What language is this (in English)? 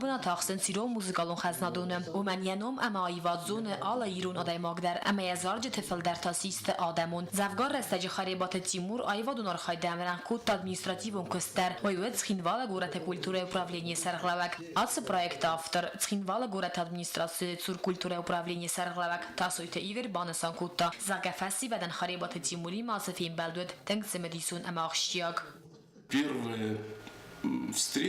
Ossetic